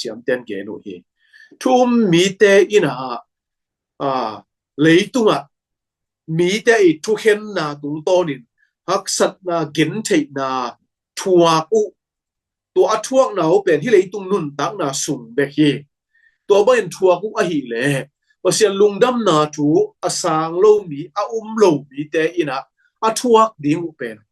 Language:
Tedim Chin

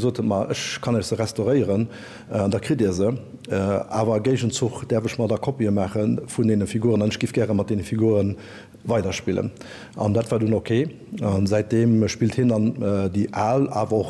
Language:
Luxembourgish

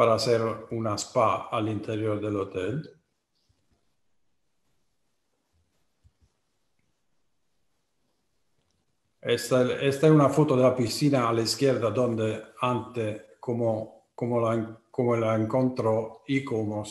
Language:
Spanish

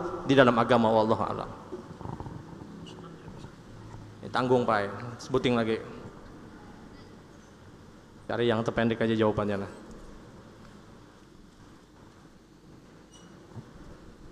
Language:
Indonesian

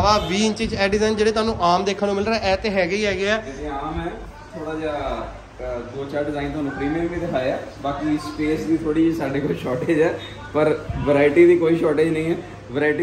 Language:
Punjabi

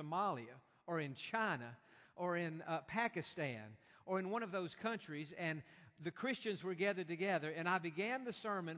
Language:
English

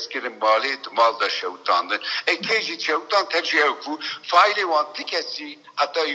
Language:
Kurdish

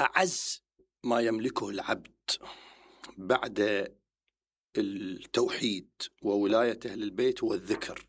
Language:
Mesopotamian Arabic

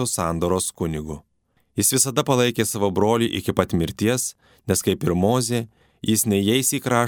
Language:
Lithuanian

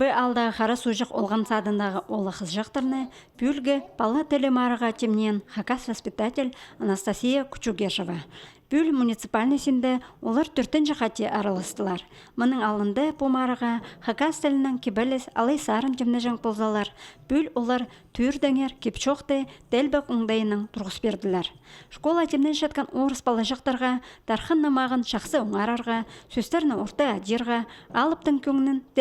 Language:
Khakas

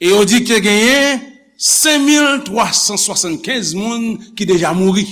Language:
Haitian Creole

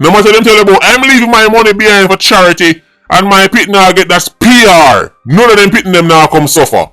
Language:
Jamaican Creole English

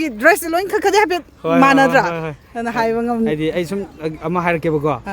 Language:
Manipuri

